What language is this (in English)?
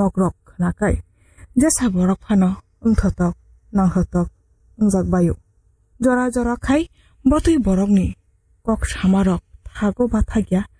Kok Borok